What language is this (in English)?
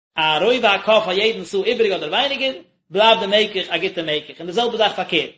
Yiddish